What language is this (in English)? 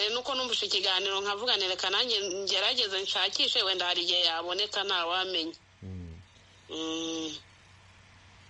Kinyarwanda